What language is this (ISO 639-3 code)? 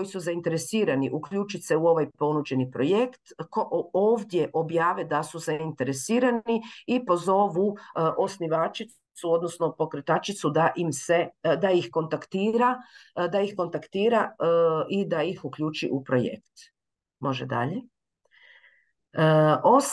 hrv